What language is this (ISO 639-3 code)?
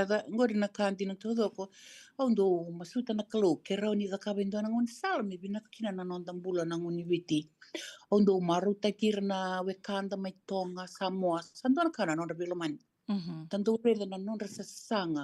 fij